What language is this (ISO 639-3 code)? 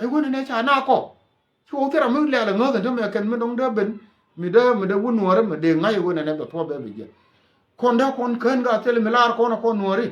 nus